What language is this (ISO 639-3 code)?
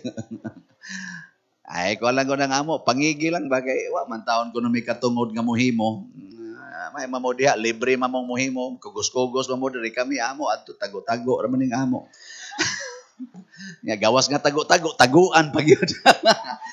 ceb